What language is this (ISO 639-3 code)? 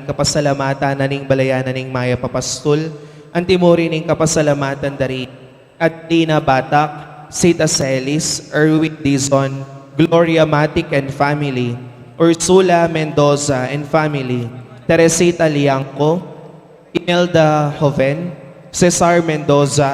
pam